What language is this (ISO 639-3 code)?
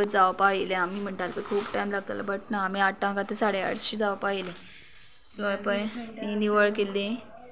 kok